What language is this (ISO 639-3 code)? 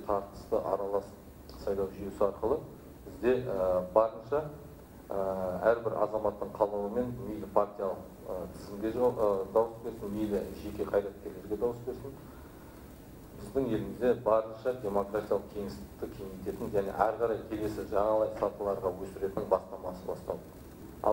kaz